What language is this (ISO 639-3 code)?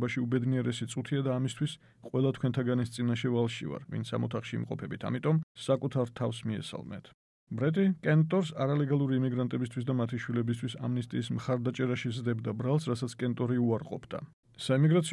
kat